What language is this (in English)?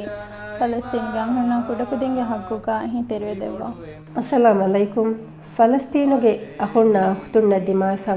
Divehi